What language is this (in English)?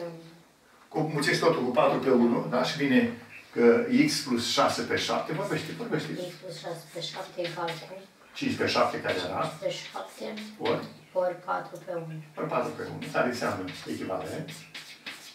Romanian